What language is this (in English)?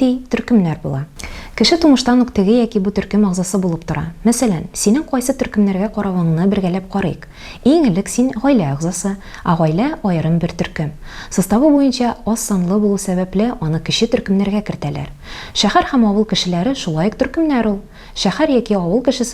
Tatar